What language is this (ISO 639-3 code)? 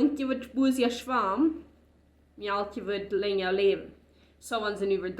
pdt